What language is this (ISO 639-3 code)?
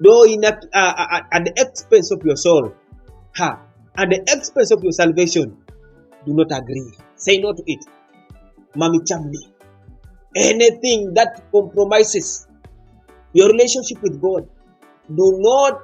teo